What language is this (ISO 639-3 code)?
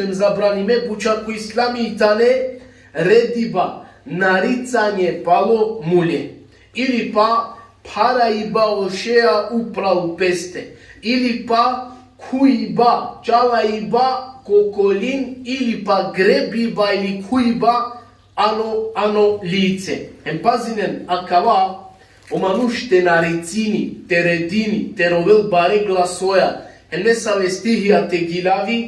rmn